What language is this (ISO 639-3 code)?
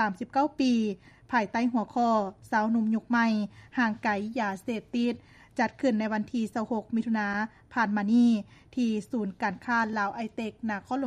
lao